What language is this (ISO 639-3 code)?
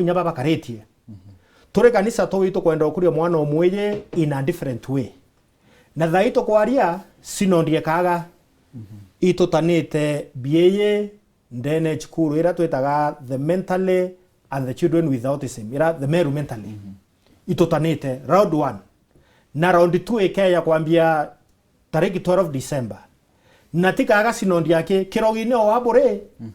mer